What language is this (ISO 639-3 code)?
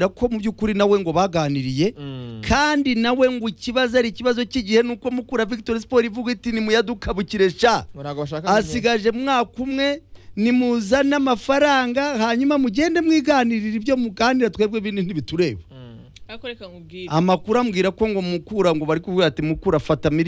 kin